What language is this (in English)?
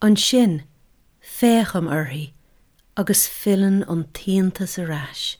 Irish